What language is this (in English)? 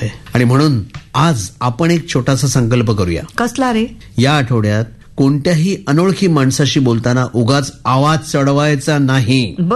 Marathi